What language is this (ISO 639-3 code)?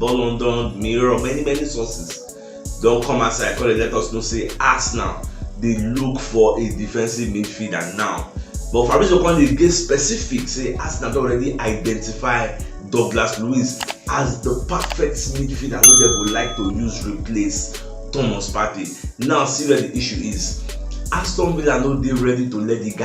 pcm